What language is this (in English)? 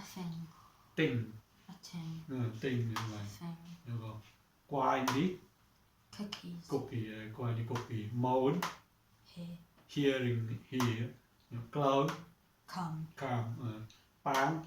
Mon